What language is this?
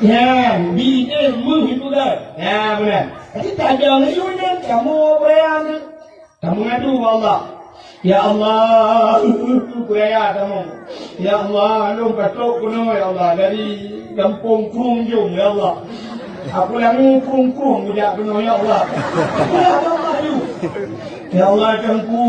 Achinese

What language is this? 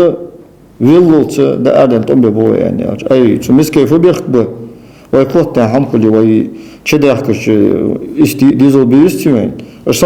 Ingush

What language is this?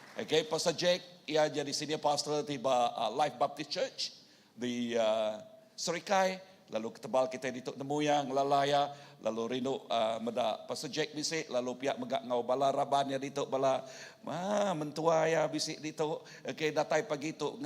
Iban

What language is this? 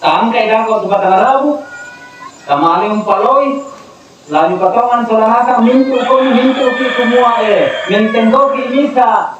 Toraja-Sa'dan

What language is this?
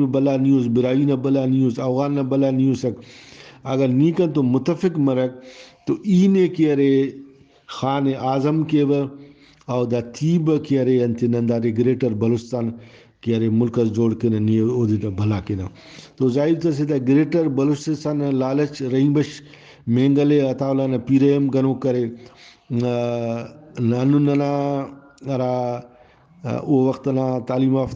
Brahui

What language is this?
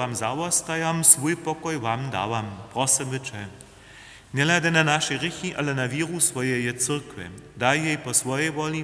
Upper Sorbian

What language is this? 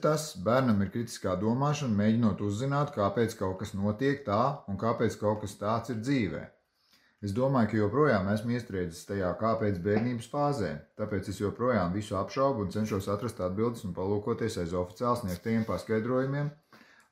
Latvian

